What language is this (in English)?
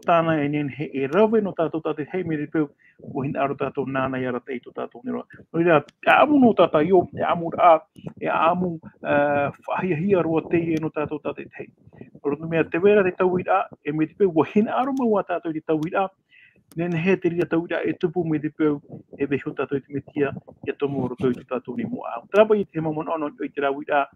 Tahitian